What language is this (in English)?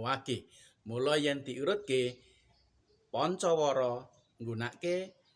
Javanese